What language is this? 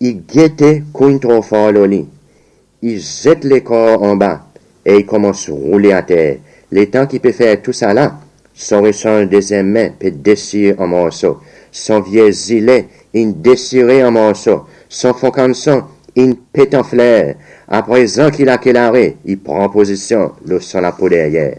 Seselwa Creole French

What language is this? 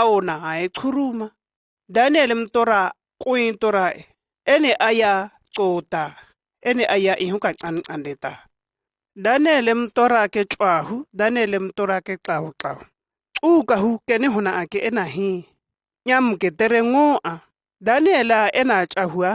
Shua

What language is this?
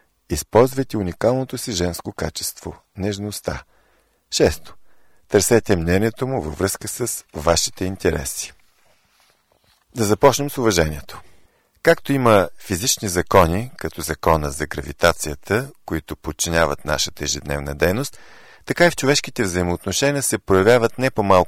Bulgarian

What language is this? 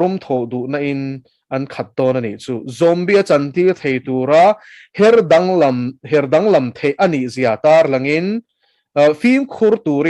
Mizo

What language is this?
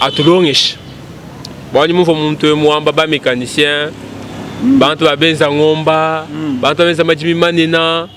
Luba-Lulua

